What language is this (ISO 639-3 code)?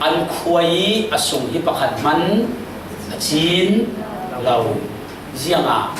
cfm